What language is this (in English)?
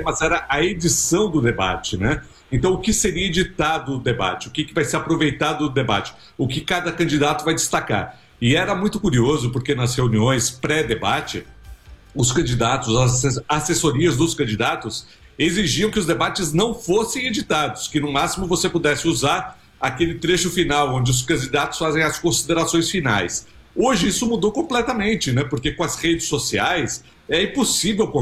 Portuguese